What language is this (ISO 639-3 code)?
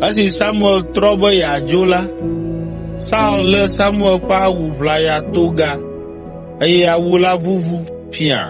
ewe